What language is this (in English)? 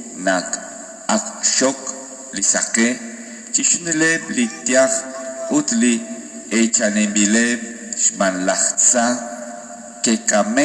Kekchí